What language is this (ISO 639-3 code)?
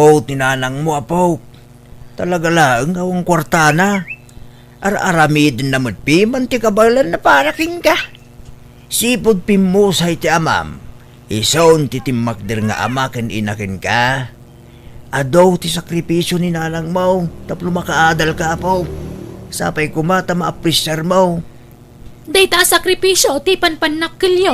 ilo